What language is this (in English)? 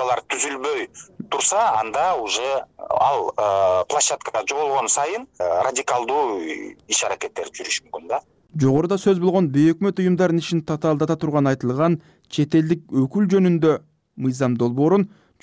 Kyrgyz